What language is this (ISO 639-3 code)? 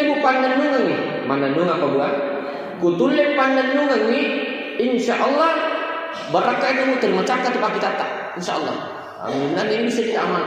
bug